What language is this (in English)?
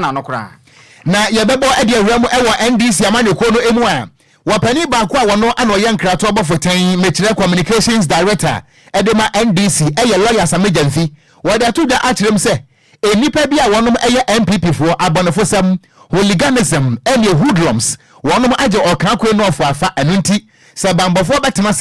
Akan